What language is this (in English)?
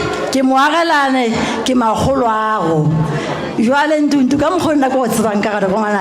Northern Sotho